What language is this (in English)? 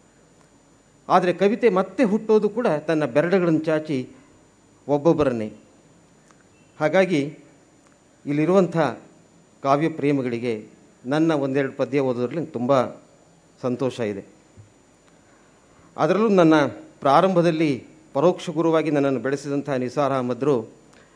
Kannada